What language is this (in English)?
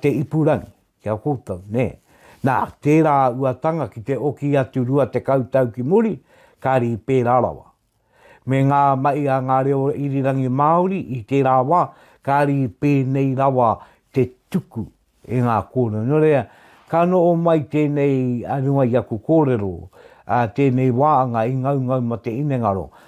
Māori